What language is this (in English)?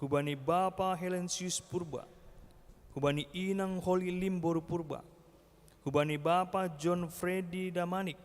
Batak Simalungun